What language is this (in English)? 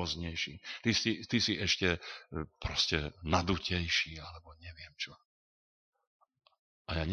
Slovak